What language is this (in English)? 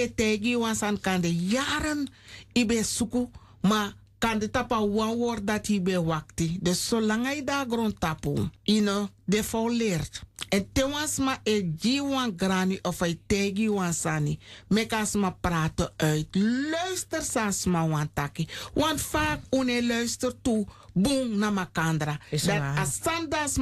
Sranan Tongo